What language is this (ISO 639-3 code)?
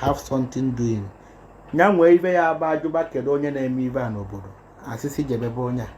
ibo